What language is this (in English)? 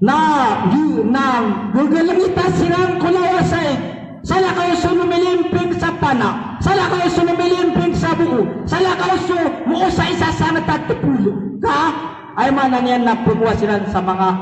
Maranao